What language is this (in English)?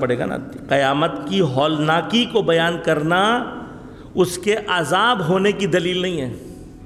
Urdu